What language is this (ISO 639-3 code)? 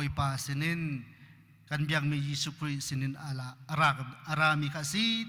cnh